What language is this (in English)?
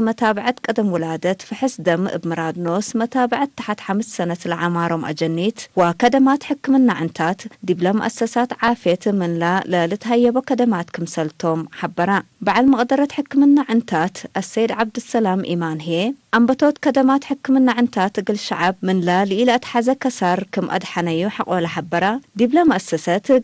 Tigre